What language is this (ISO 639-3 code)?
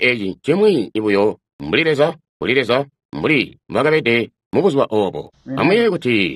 toi